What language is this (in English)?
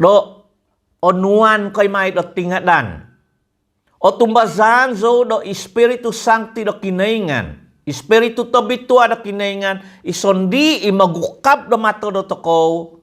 Central Dusun